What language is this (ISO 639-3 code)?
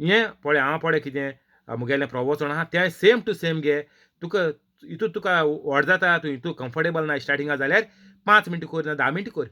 kok